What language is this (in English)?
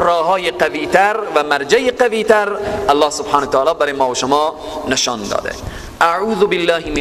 Persian